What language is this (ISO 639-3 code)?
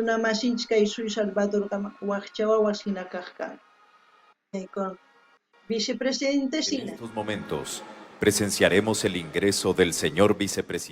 quh